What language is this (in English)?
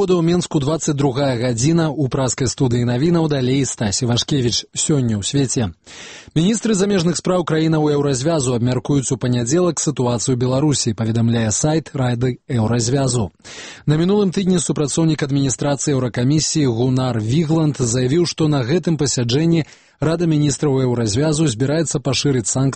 Belarusian